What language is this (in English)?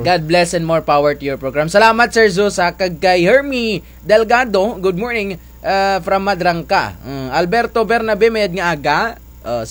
Kinaray-a